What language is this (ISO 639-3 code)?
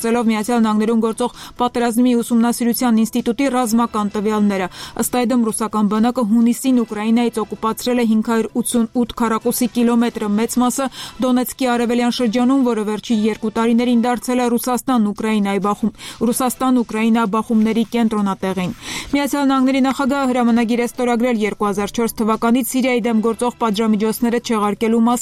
hye